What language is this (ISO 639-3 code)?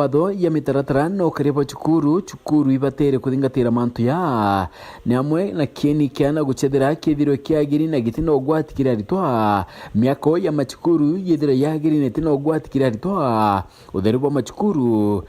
mer